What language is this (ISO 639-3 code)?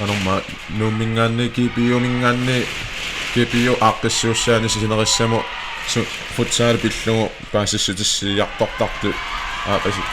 kal